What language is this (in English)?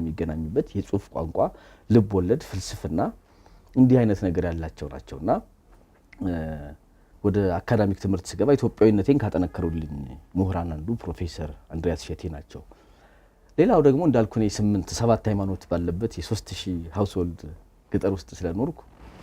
Amharic